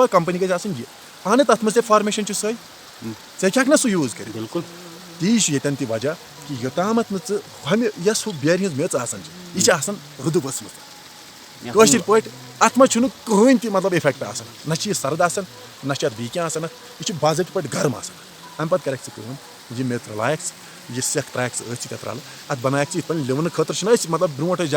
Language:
Kashmiri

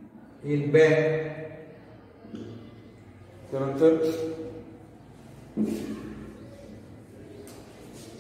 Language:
Marathi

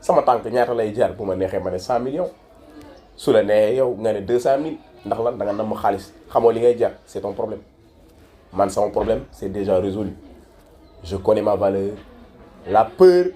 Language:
Wolof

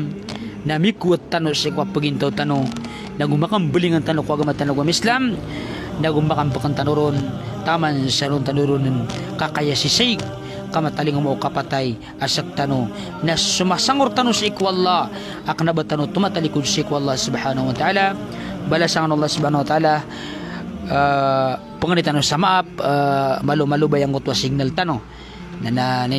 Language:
Maranao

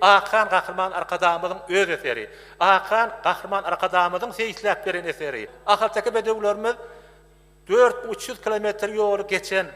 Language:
Turkmen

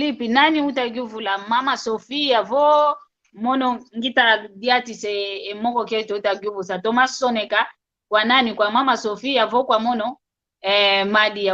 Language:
San Salvador Kongo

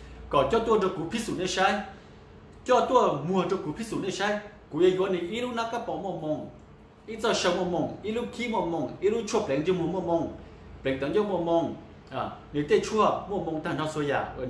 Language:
Hmong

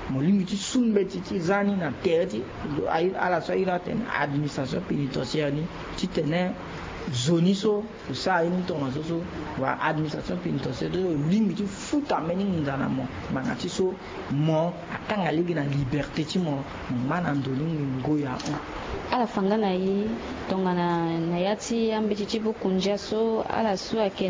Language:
Sango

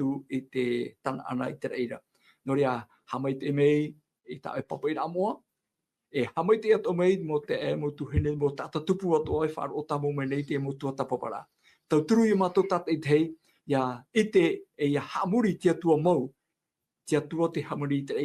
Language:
Tahitian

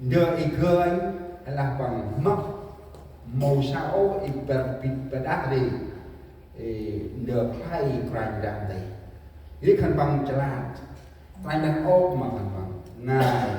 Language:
Central Mnong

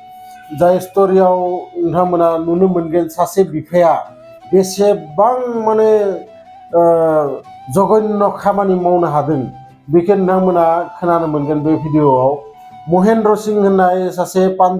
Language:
Bodo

